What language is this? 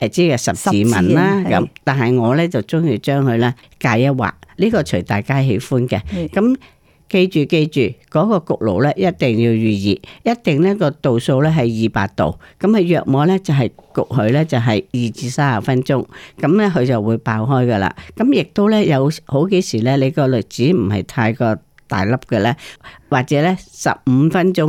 Cantonese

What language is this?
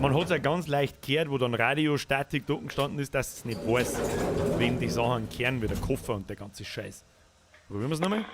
Bavarian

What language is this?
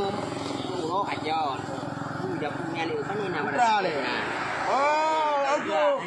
Achinese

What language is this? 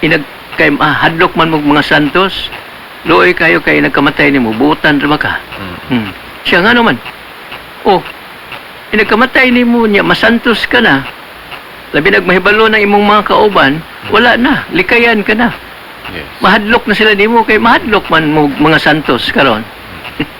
Cebuano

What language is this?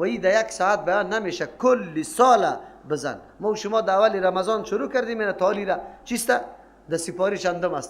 Persian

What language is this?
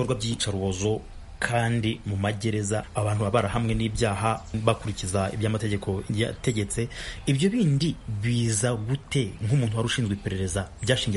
Kinyarwanda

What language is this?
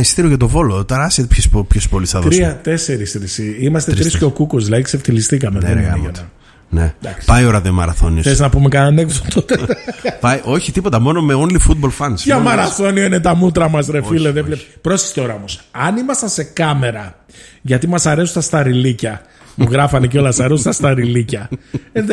Greek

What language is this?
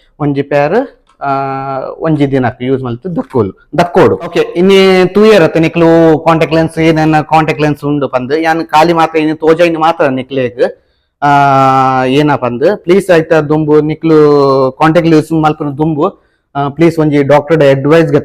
Tulu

